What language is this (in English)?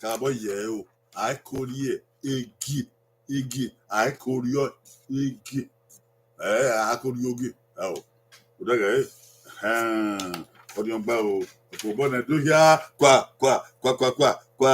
Bini